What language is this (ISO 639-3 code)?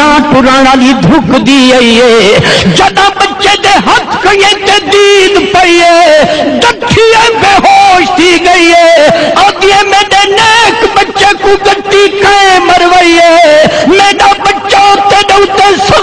skr